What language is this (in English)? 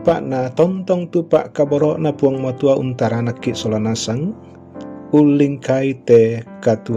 Toraja-Sa'dan